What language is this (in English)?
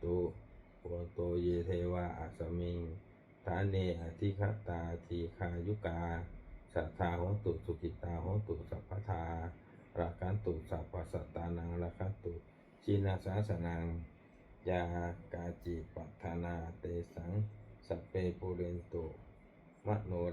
Pali